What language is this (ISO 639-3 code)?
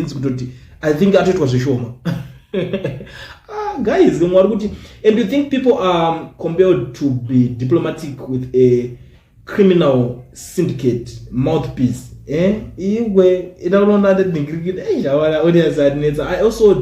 sna